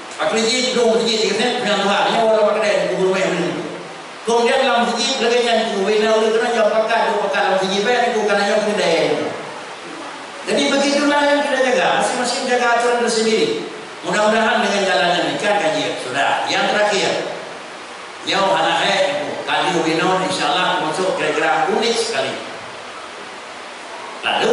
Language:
Malay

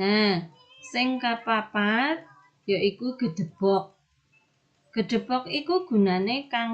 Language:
Javanese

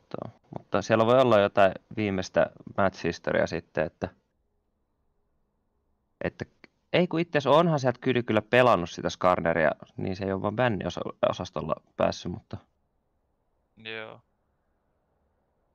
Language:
Finnish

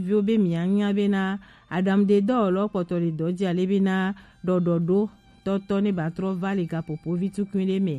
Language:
Gen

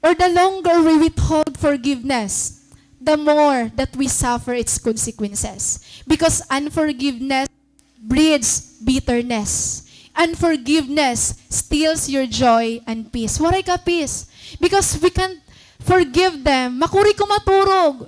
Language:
Waray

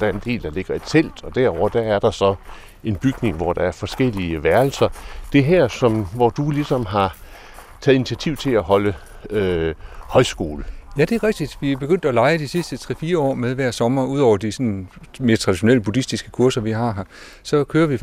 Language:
Danish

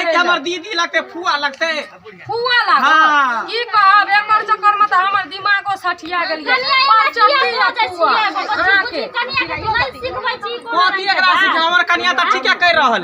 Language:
Maithili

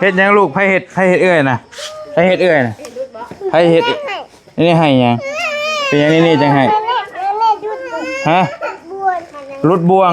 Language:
Northeastern Thai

